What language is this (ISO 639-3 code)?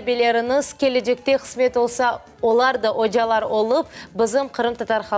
crh